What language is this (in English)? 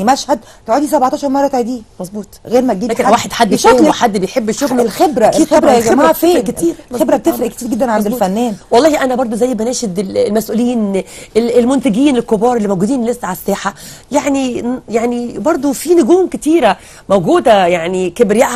Egyptian Arabic